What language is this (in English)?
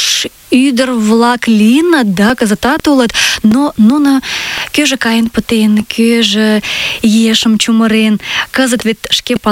Mari